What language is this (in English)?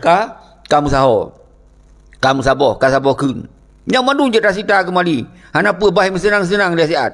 Achinese